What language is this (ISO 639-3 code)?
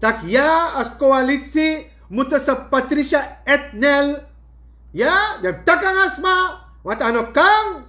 srn